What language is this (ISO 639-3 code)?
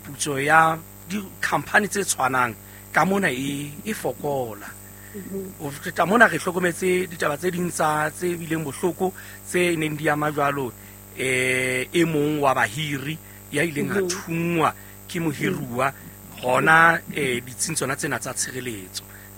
sot